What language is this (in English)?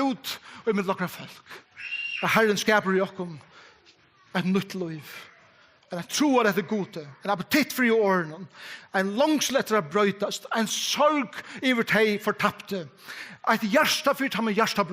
Faroese